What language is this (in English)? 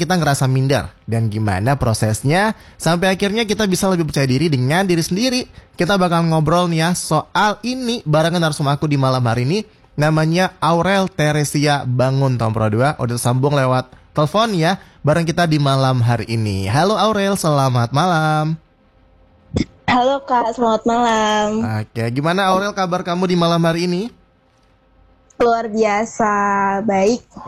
Indonesian